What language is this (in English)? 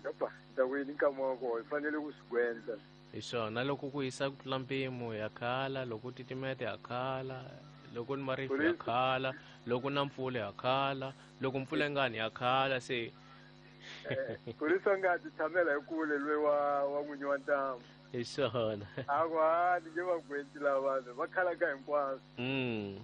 Tsonga